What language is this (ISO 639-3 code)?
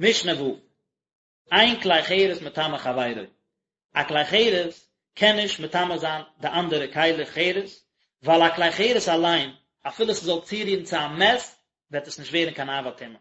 yid